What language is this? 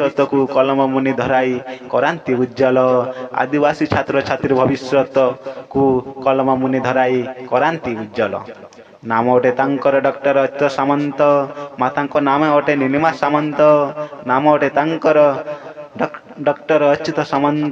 Odia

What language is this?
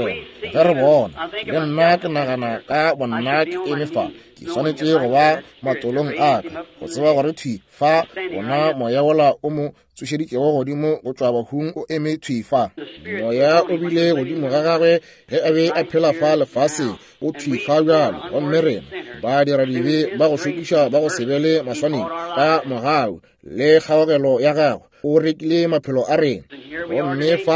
Northern Sotho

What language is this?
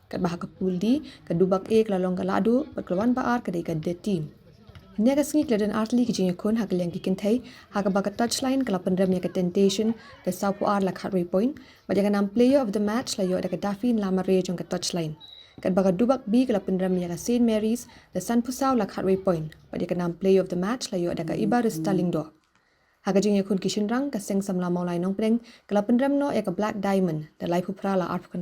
Khasi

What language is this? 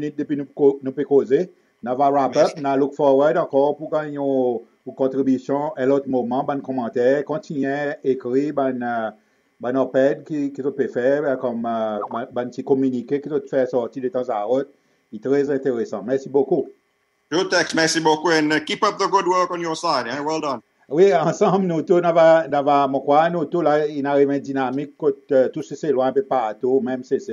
Seselwa Creole French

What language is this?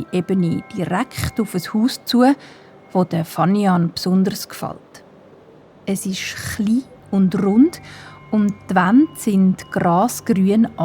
Swiss German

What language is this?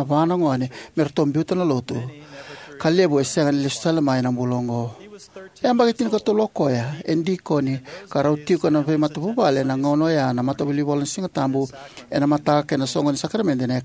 Fijian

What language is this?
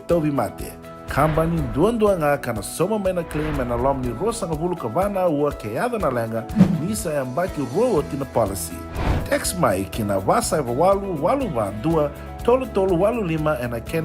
Fijian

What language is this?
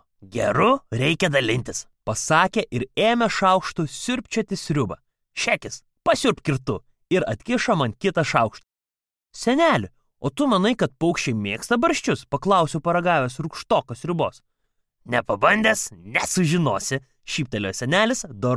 Lithuanian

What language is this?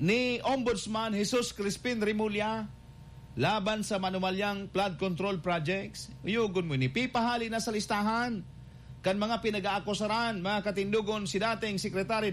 Bikol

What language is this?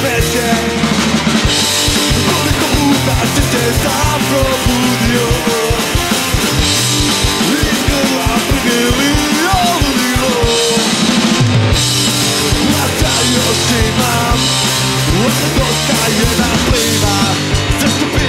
Serbian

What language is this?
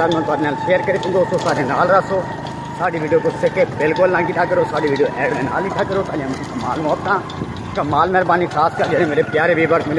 Saraiki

